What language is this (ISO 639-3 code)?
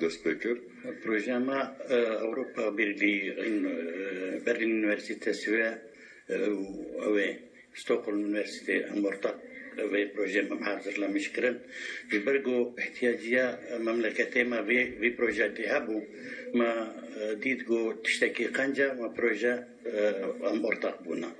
kur